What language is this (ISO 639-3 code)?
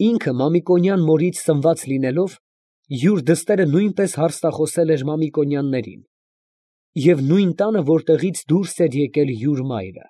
hye